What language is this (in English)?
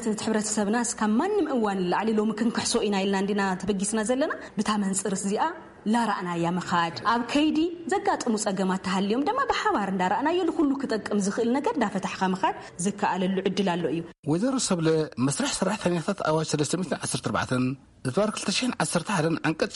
Tigrinya